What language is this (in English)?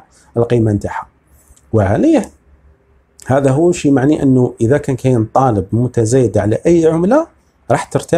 Algerian Arabic